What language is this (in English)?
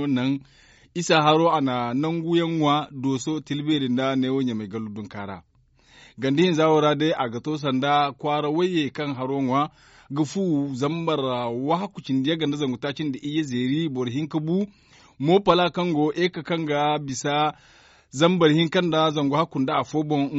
Zarma